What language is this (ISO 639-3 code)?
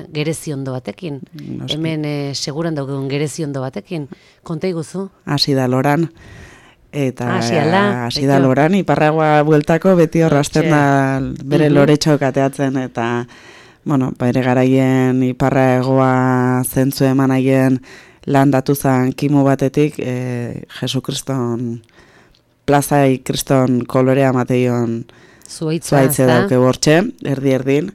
eus